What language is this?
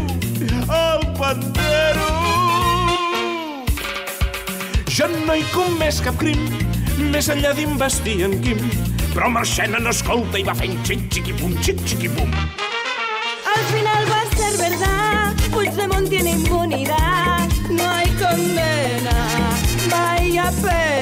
Catalan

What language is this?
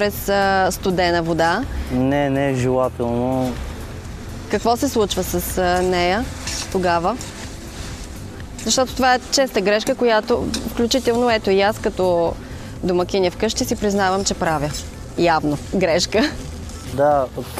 Bulgarian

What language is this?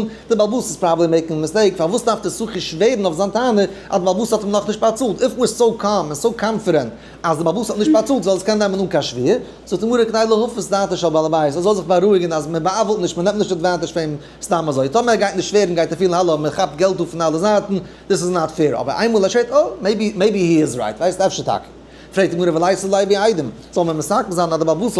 Yiddish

